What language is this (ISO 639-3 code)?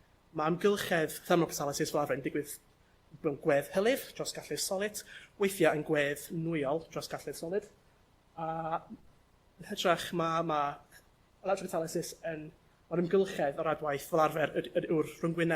cym